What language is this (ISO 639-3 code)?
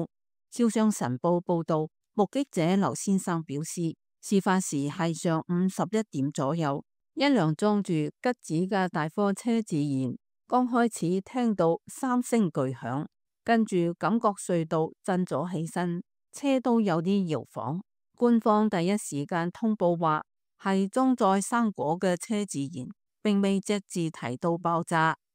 yue